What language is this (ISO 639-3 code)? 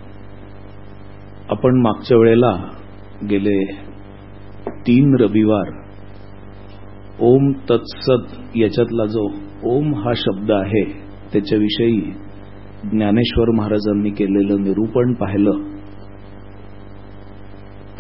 mar